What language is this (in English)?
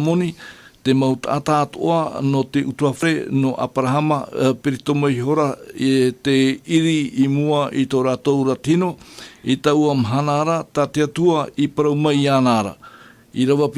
Tahitian